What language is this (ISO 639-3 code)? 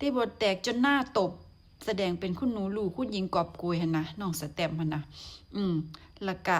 tts